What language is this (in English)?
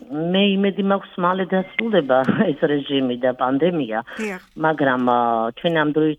Georgian